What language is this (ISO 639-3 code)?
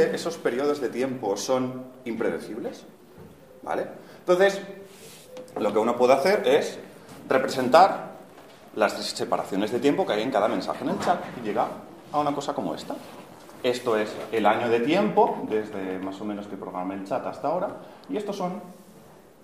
spa